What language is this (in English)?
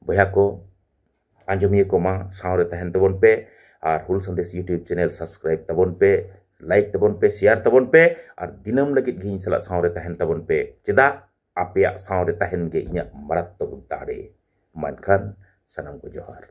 Santali